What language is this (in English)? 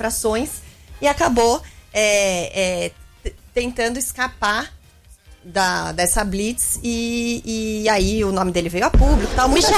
Portuguese